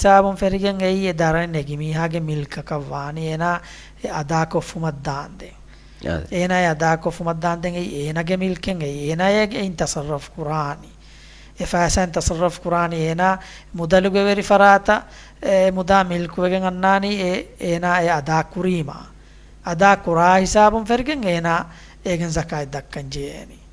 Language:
Divehi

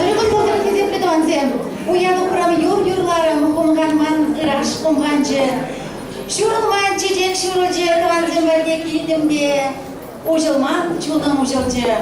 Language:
Chuvash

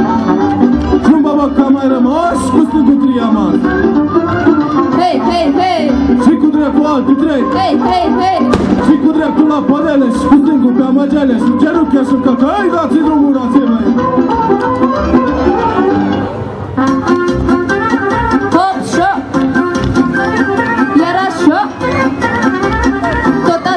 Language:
Romanian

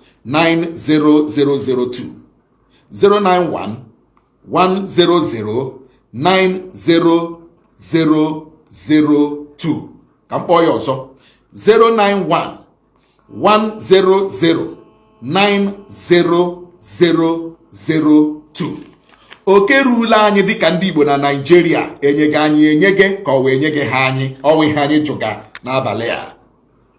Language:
Igbo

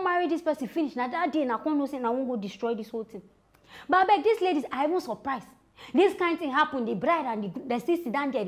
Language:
Nigerian Pidgin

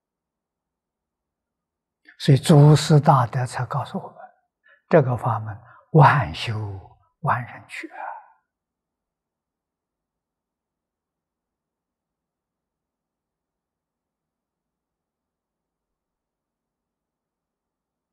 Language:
Chinese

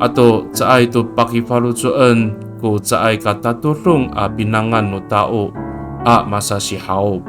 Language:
Amis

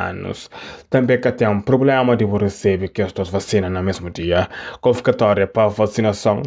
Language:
Kabuverdianu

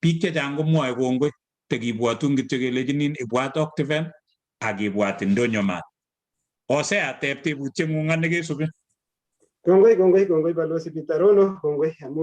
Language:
Kalenjin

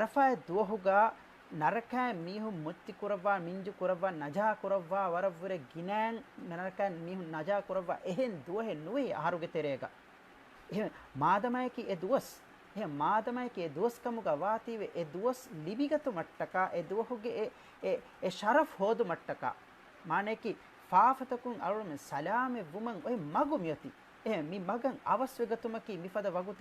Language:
Divehi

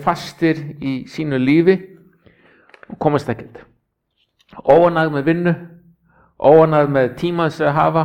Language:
Icelandic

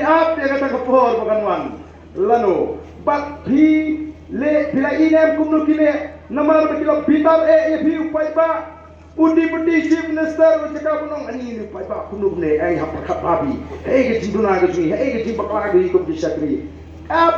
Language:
Khasi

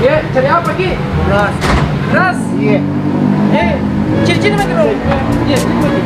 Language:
Makassar Malay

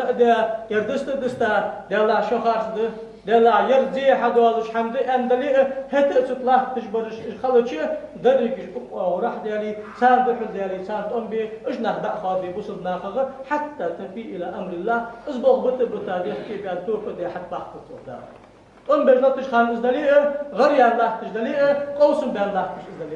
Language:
Ingush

